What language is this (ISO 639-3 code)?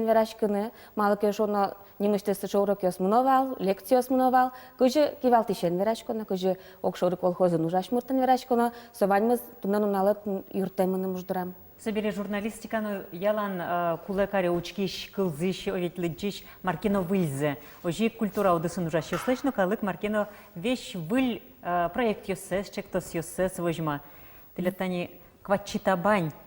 udm